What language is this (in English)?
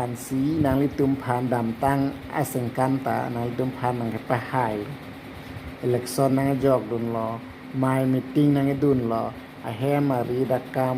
Karbi